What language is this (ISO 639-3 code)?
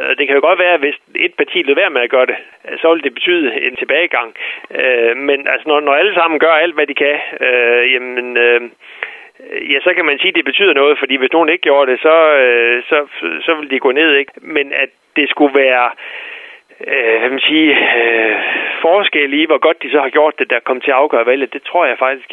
dan